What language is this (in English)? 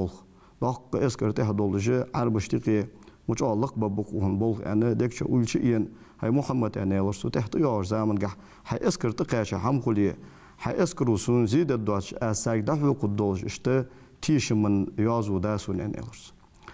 Ingush